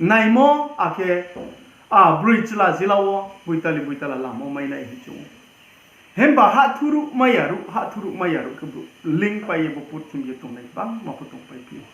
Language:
Riang (India)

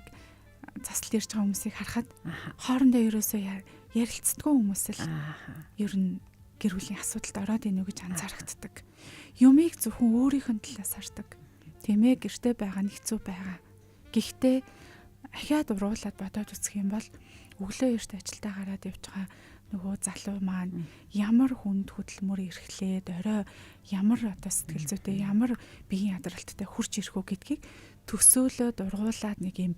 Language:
Mongolian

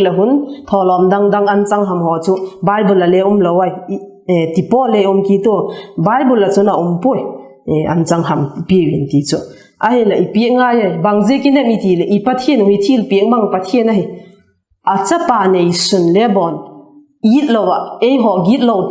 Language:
Vaiphei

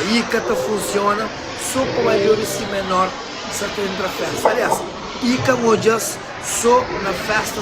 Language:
Kabuverdianu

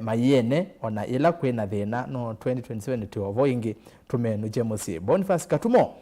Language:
Kamba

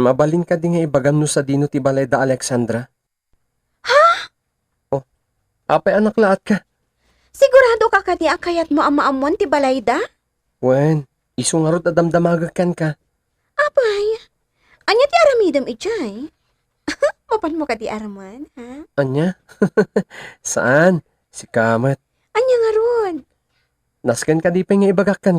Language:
Iloko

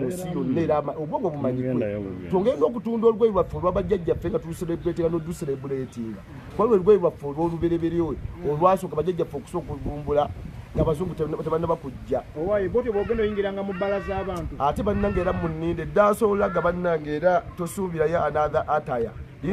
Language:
Ganda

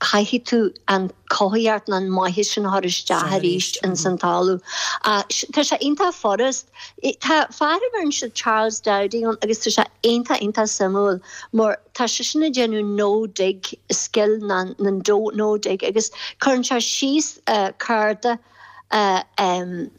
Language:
Irish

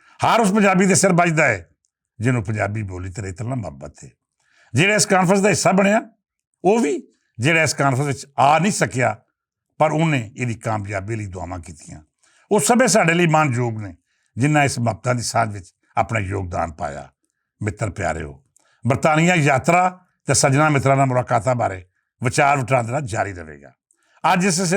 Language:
Western Panjabi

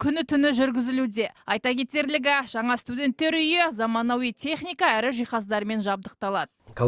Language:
Kazakh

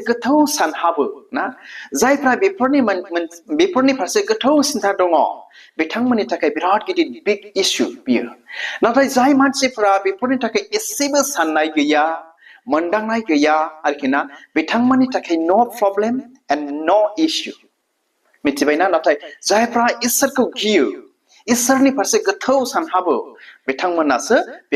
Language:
Bodo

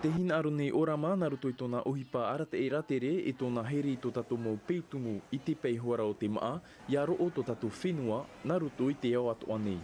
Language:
Tahitian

